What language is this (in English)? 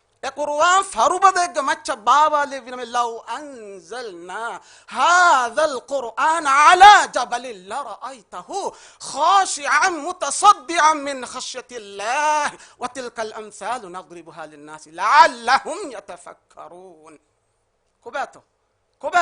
Divehi